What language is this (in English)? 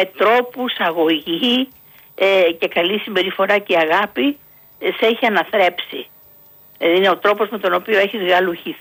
Greek